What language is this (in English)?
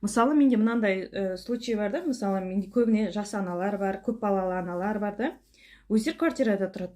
Kazakh